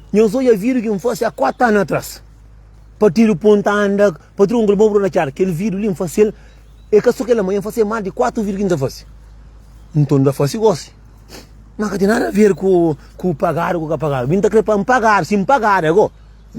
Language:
Kabuverdianu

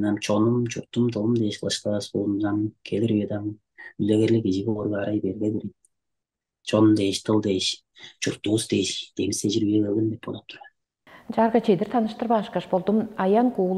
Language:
Tuvinian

